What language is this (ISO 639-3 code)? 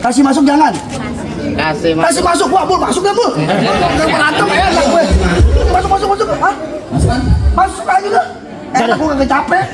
bew